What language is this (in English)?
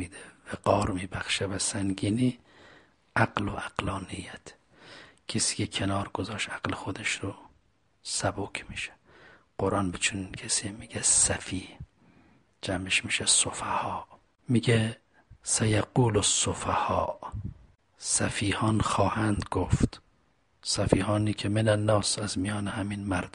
Persian